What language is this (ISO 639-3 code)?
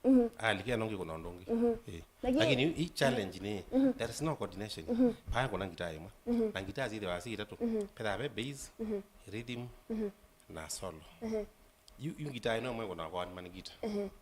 kam